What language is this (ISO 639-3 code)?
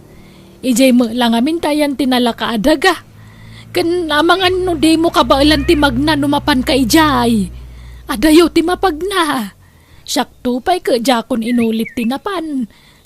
ilo